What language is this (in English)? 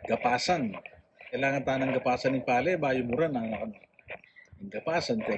Pampanga